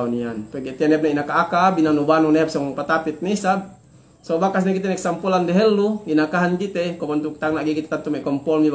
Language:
Yakan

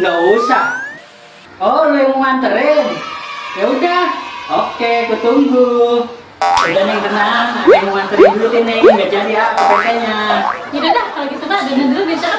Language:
Betawi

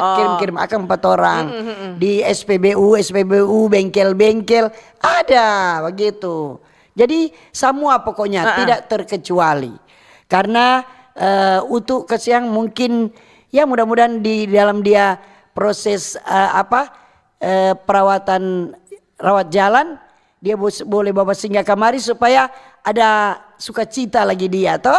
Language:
Manado Malay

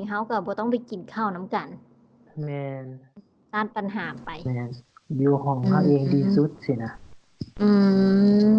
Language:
Lao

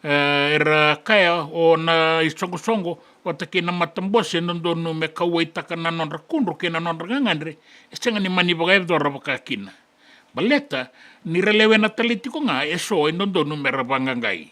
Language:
Fijian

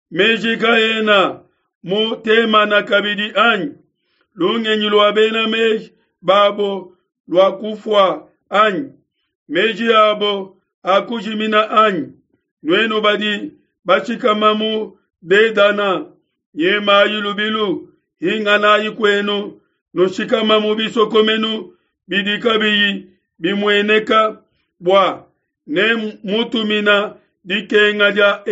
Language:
Luba-Lulua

